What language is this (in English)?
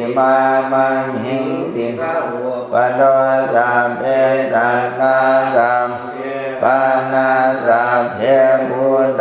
Pali